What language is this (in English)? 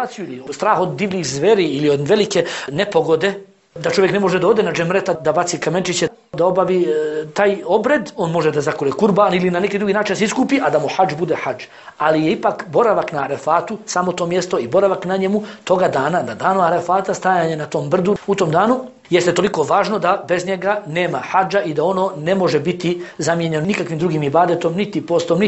Bosnian